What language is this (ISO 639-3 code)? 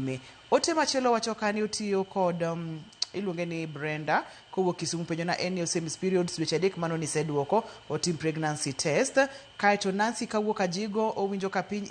luo